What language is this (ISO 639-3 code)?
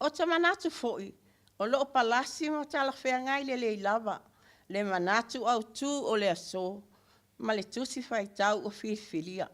smo